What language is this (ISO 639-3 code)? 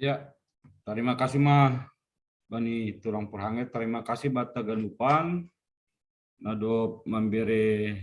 bts